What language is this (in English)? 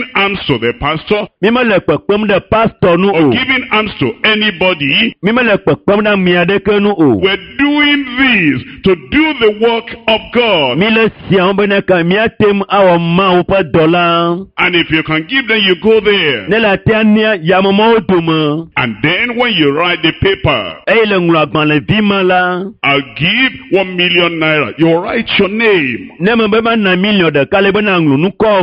Ewe